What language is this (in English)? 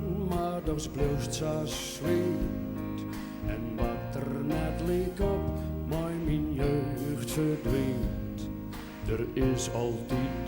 Western Frisian